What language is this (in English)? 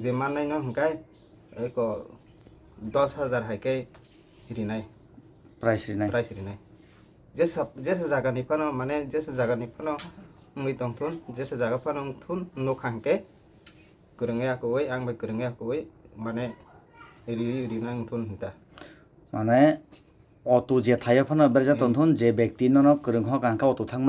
Kok Borok